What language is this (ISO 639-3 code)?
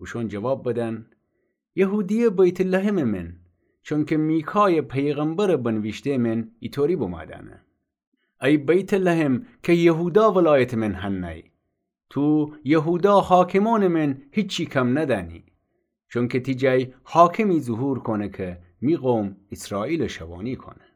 glk